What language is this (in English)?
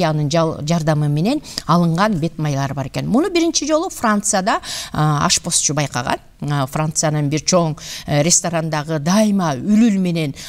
Kyrgyz